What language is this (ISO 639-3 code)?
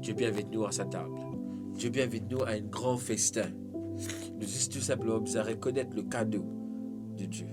mfe